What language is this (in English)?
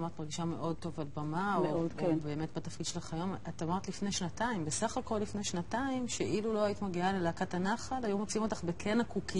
Hebrew